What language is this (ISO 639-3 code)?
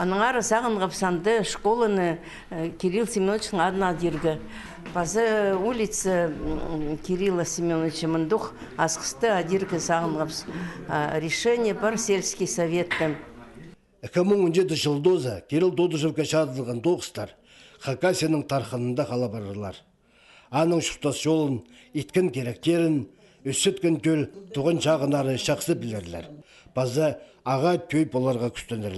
kjh